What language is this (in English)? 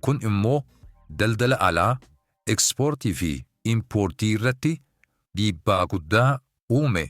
Oromo